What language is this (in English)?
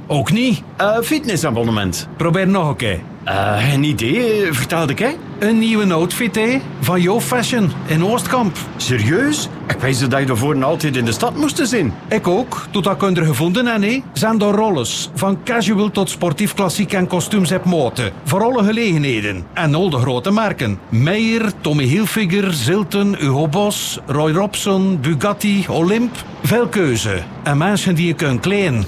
Dutch